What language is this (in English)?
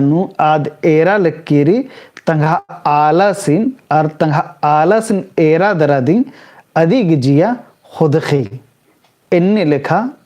Kurukh